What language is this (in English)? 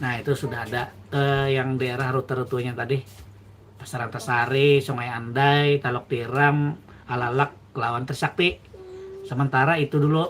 Banjar